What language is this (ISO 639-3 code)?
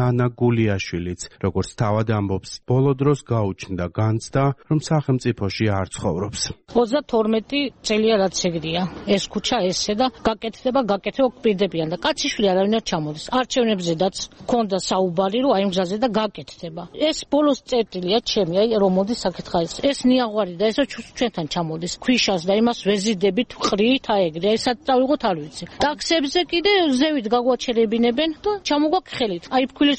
kat